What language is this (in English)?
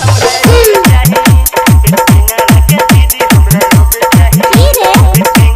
Bhojpuri